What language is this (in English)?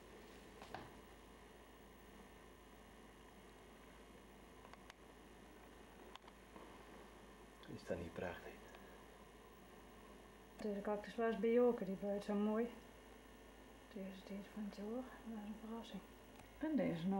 Dutch